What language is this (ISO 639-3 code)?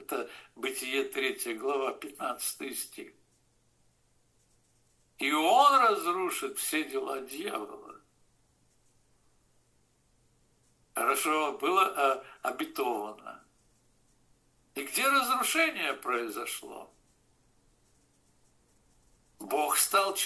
rus